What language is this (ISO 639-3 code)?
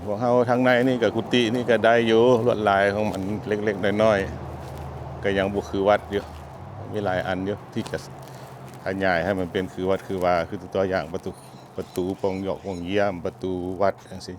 lao